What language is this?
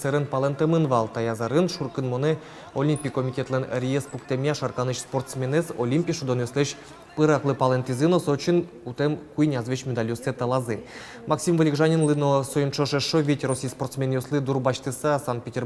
Udmurt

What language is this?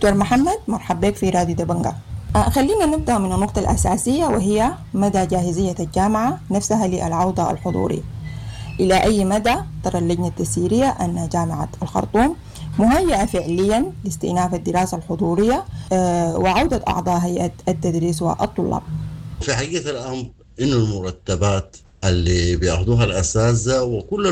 Sudanese Arabic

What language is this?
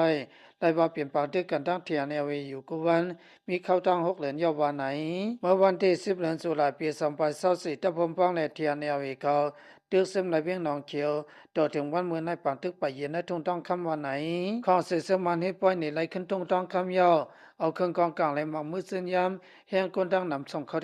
Lao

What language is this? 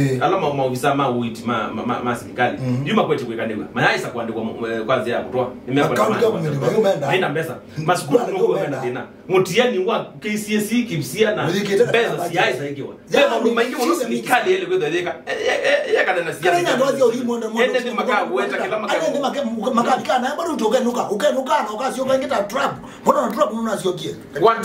Kamba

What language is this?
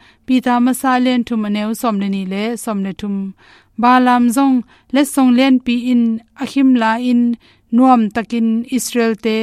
Tedim Chin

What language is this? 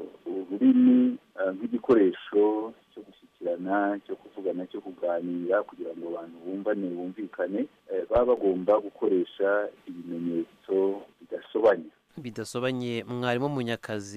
Kinyarwanda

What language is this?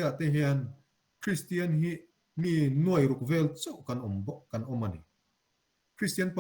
Mizo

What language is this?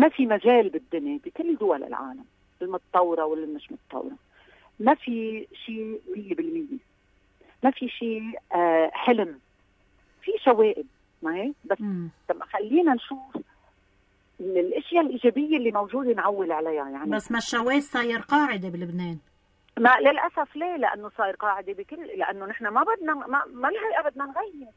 North Levantine Arabic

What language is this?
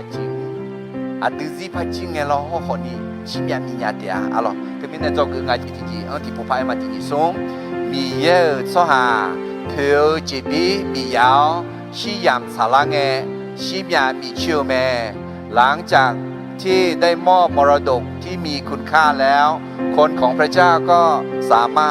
Akha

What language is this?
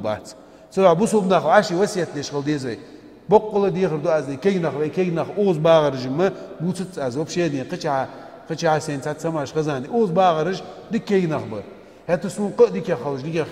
Ingush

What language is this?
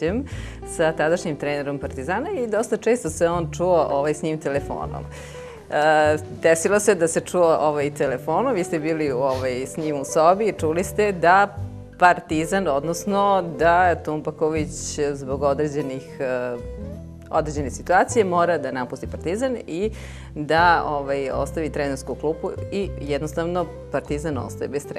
Serbian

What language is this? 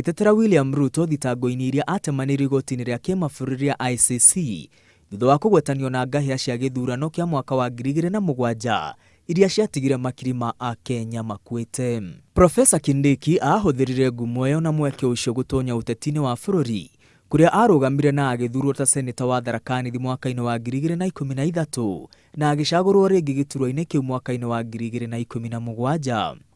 Kikuyu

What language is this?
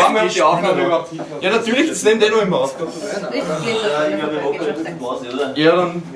Bavarian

